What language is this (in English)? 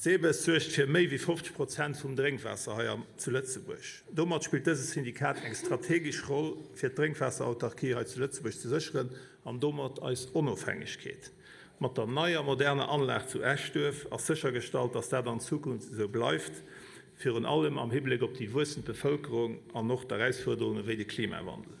Luxembourgish